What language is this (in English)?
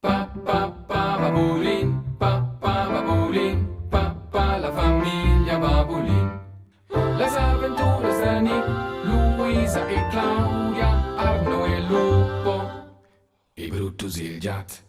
Romansh